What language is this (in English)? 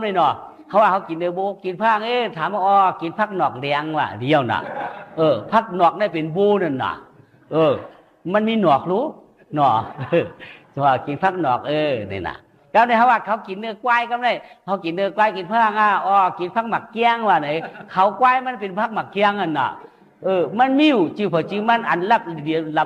Shan